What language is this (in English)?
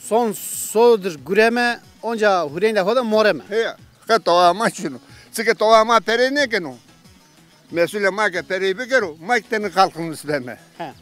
Zaza